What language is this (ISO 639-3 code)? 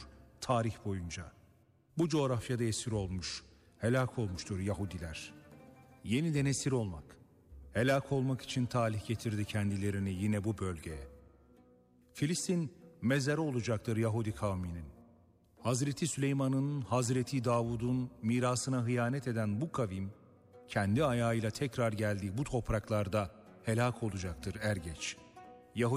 tur